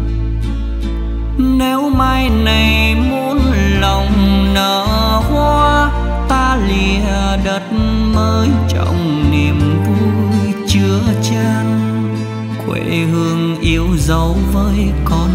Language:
Vietnamese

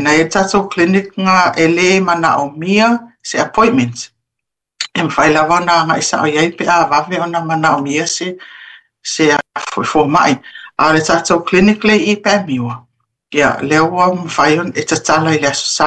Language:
Samoan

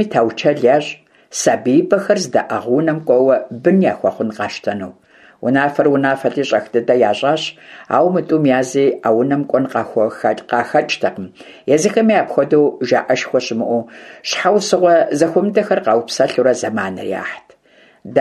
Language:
Kabardian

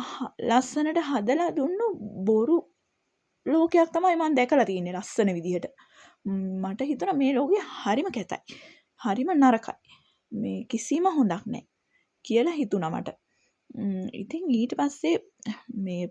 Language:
Sinhala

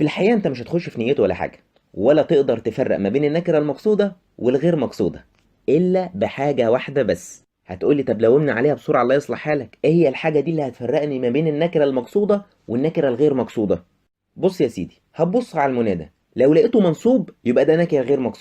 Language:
Egyptian Arabic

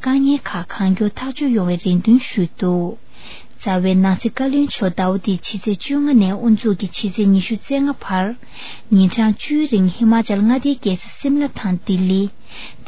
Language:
Tibetan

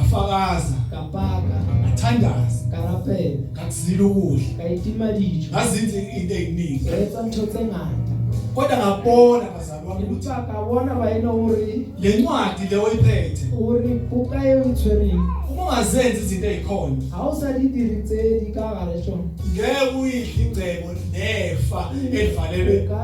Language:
Zulu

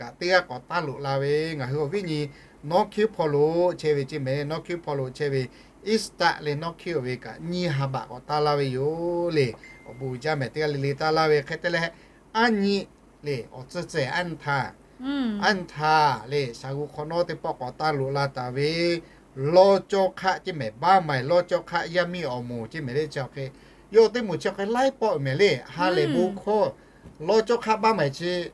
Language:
Lahu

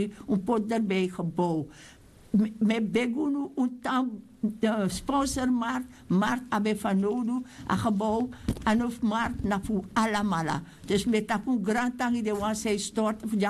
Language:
Sranan Tongo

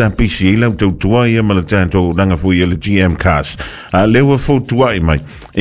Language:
Samoan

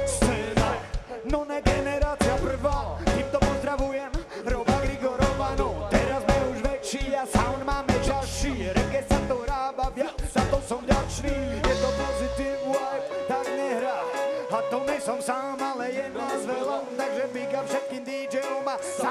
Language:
Slovak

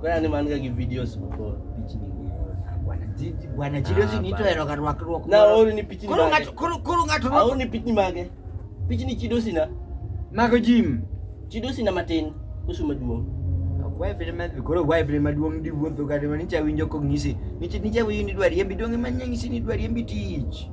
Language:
Luo (Kenya and Tanzania)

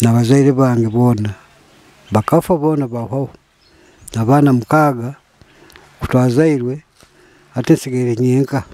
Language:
Nyoro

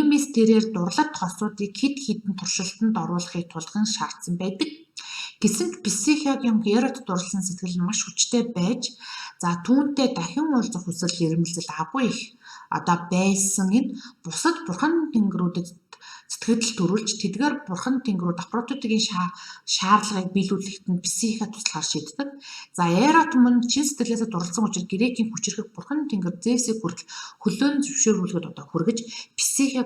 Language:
Mongolian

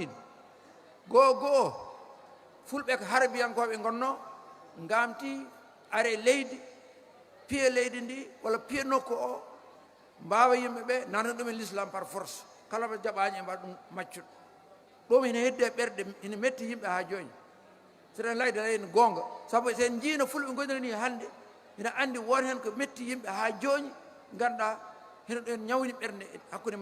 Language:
Fula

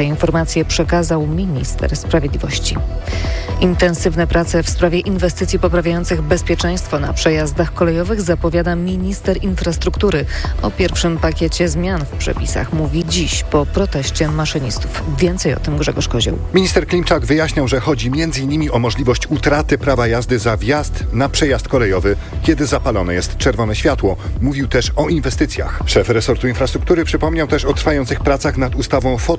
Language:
Polish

